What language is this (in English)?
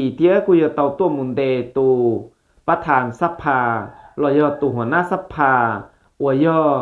Hmong